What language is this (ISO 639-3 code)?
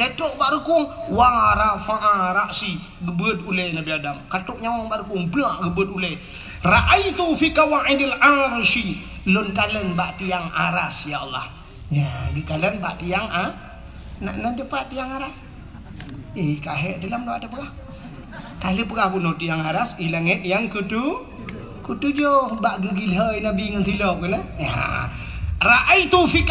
ace